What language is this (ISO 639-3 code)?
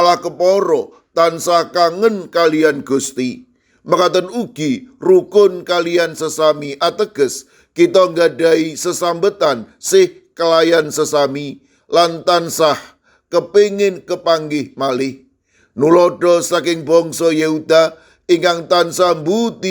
jav